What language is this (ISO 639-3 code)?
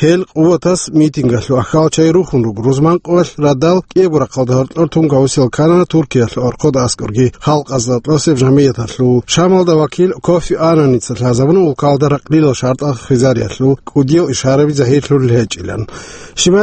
ava